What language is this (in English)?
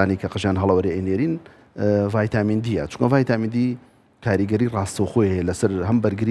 Central Kurdish